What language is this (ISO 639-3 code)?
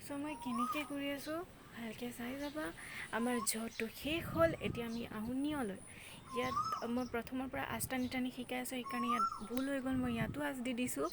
asm